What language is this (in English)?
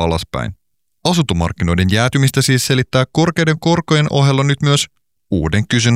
Finnish